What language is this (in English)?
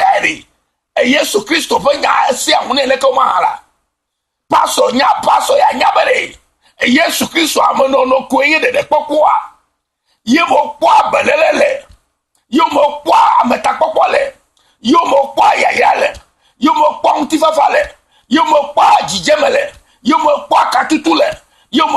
Ewe